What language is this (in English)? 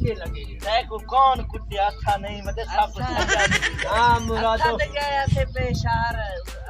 Saraiki